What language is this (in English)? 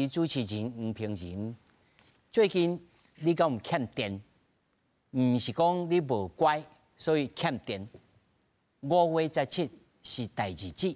Min Nan Chinese